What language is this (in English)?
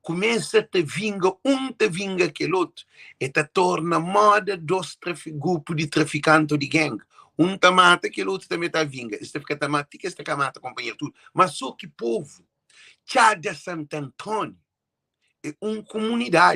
Kabuverdianu